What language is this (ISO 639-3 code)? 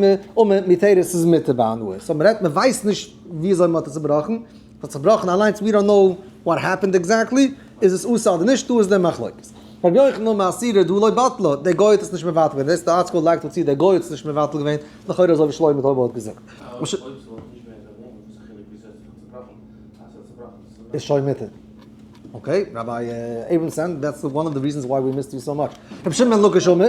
yid